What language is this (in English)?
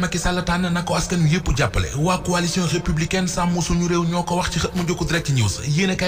Wolof